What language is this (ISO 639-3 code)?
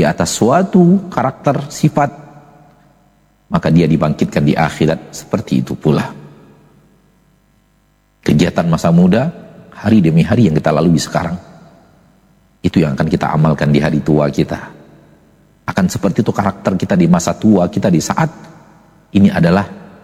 ind